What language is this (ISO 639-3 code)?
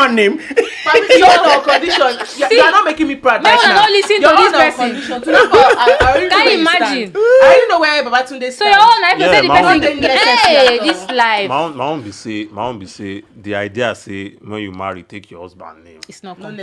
pcm